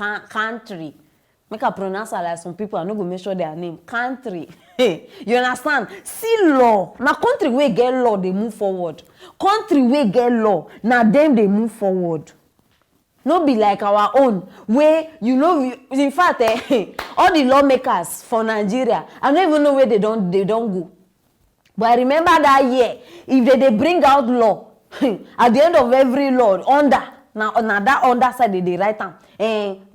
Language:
Nigerian Pidgin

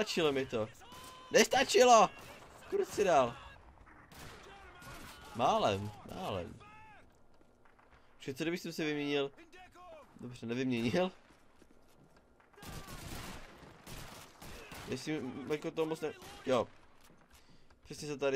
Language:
Czech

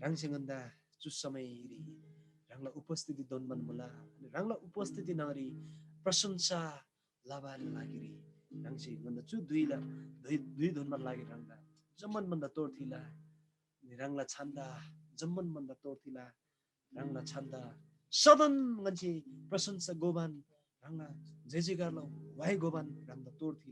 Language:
Eastern Tamang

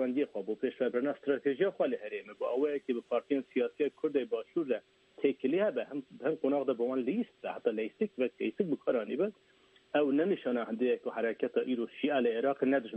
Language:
Kurdish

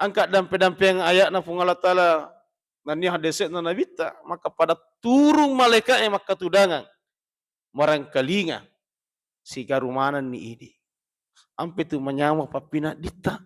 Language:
Buginese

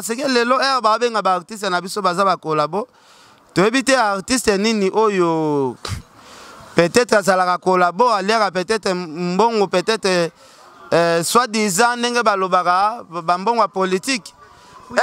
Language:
Lingala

